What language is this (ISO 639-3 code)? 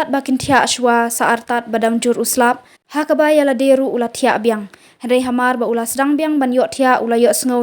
kha